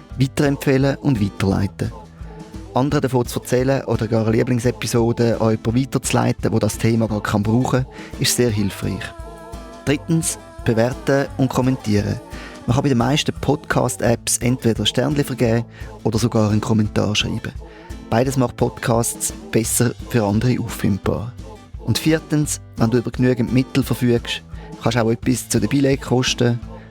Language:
Swiss German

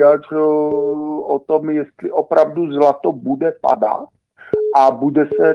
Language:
Czech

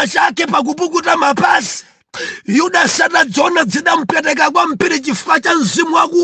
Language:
Nyanja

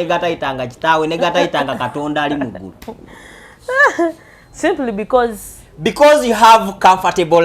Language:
Ganda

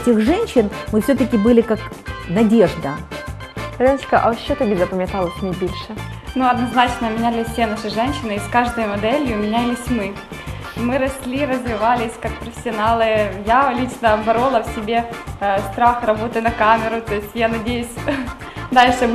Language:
Ukrainian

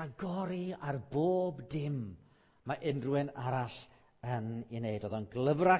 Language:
Welsh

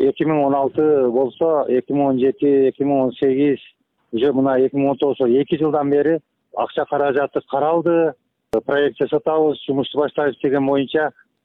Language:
Kyrgyz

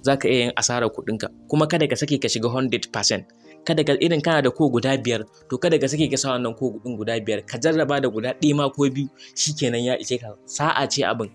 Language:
Hausa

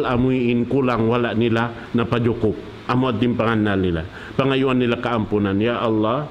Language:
Tausug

